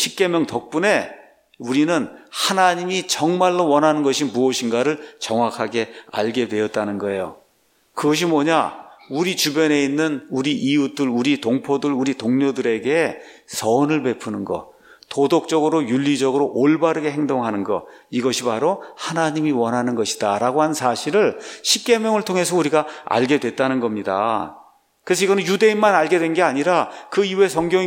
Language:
Korean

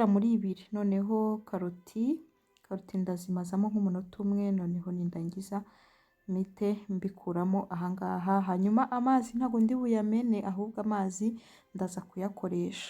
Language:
Kinyarwanda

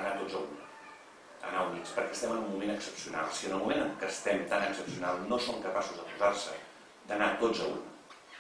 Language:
Catalan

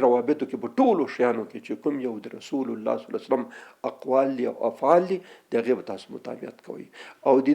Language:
Pashto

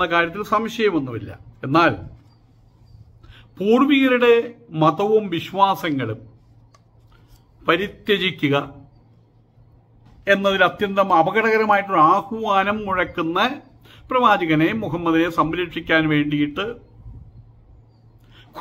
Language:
Malayalam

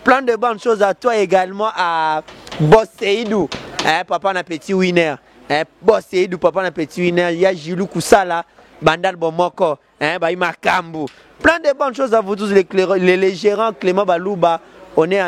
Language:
Lingala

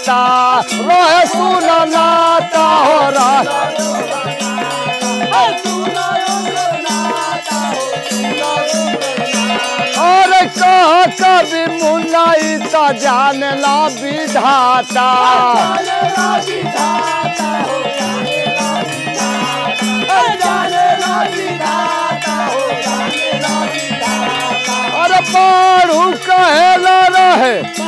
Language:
Bhojpuri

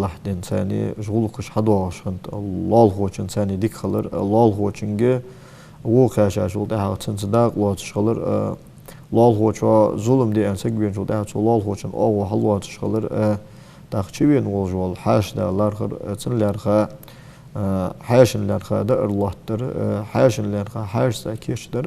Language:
Ingush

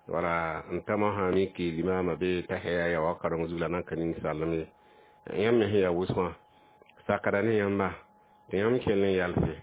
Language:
Mossi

